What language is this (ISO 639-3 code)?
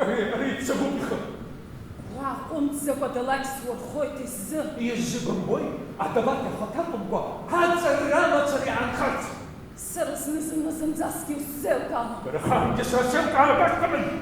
abk